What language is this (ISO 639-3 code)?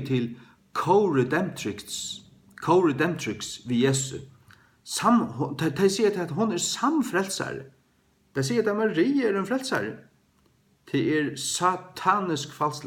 fao